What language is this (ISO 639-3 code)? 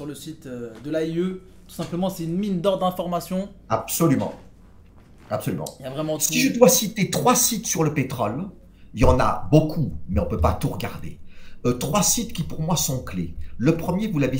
fra